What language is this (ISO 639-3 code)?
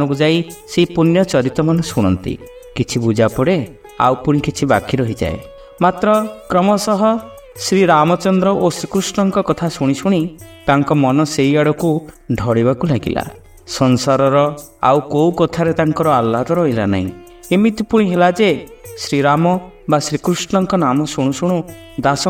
ori